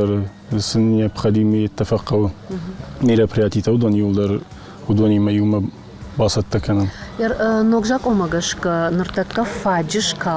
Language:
Ossetic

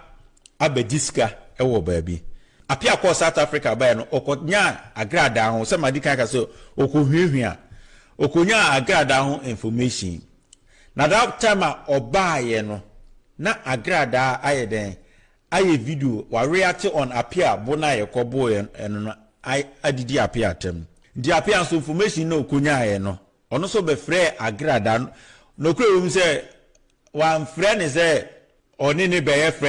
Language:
Akan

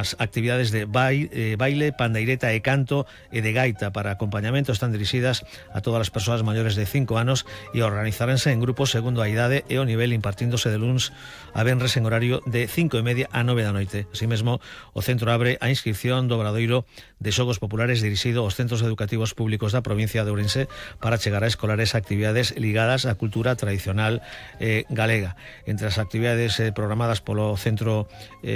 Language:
Galician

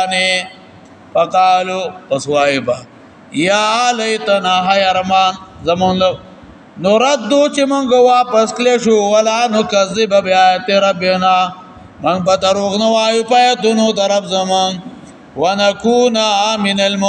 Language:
Pashto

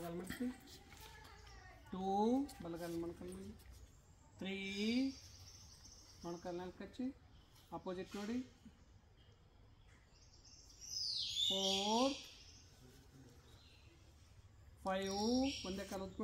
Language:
Kannada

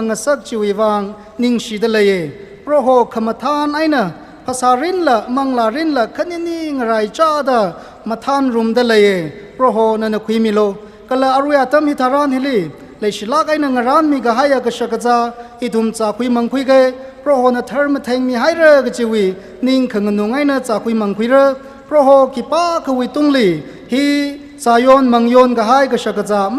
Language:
Tangkhul Naga (India)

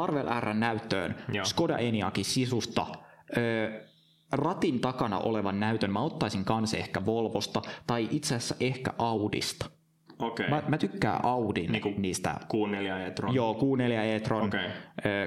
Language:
Finnish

